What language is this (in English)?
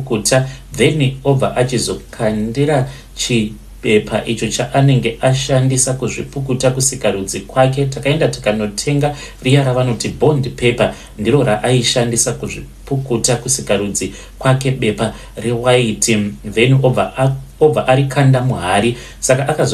Shona